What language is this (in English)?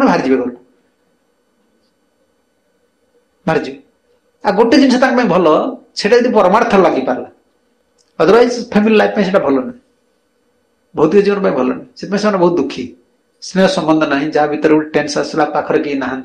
Odia